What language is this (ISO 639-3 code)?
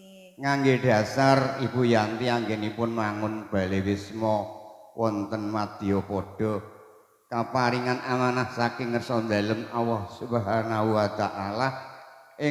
jav